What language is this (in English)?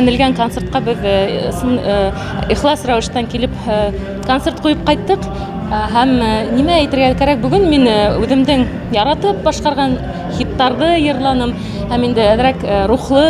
Bashkir